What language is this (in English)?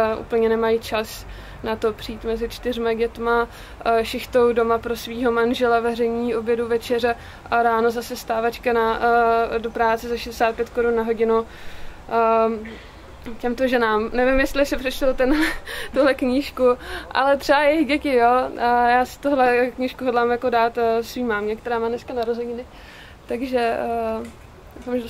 Czech